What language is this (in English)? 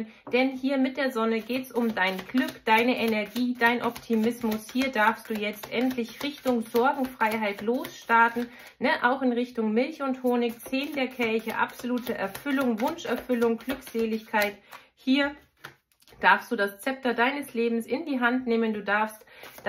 German